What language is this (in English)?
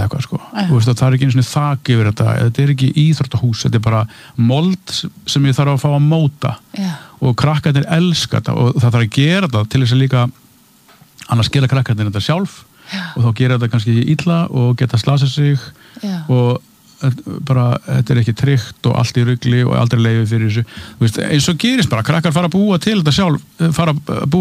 Icelandic